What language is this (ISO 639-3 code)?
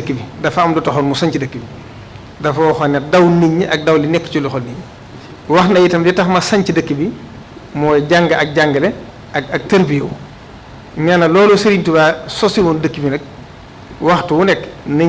wol